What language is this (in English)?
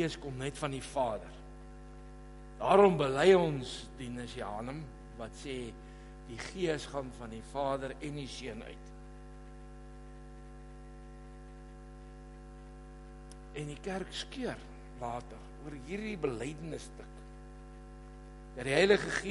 Afrikaans